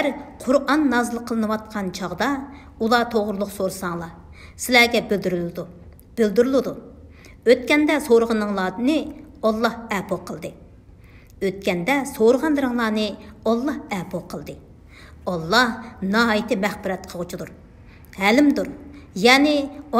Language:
Uyghur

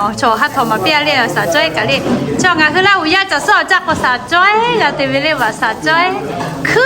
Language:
Lahu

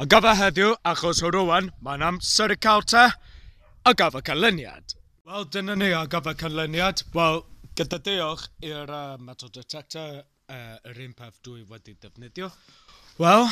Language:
Welsh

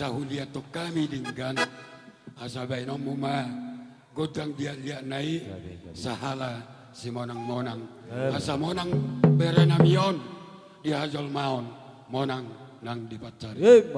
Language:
Batak Toba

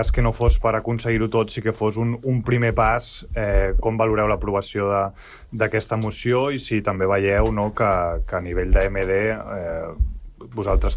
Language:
Catalan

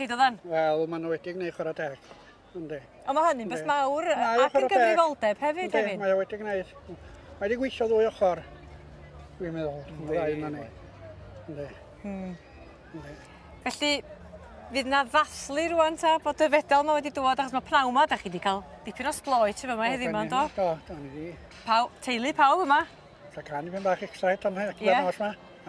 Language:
Welsh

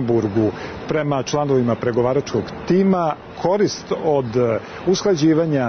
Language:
Serbian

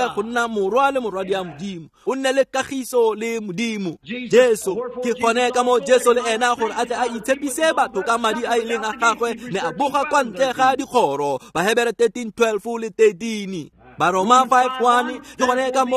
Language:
Tswana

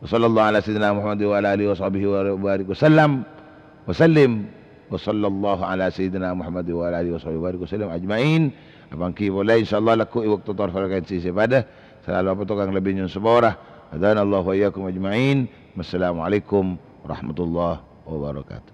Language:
Madurese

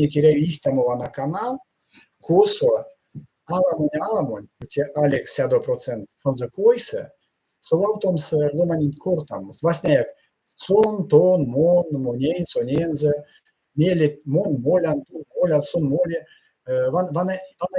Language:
Erzya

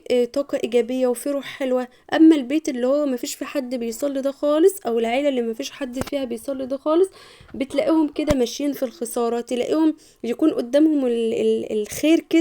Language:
Egyptian Arabic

